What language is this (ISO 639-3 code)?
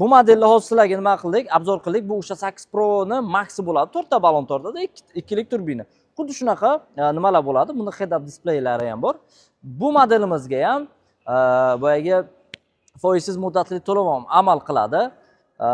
uzb